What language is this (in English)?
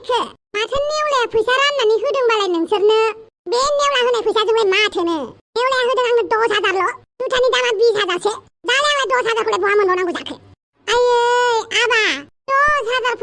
Bodo